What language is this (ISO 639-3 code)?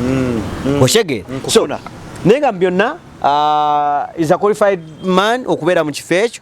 lug